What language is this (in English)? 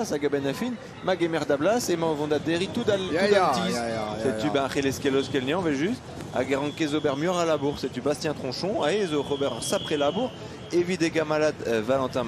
Breton